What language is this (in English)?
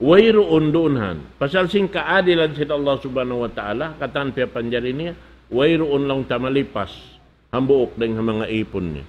Tausug